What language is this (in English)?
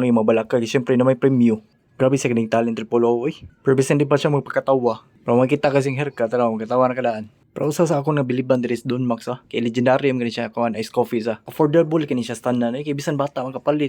Cebuano